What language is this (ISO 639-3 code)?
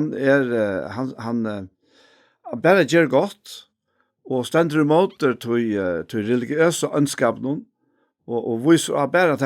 fao